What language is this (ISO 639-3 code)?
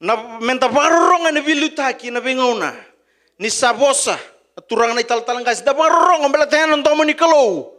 fij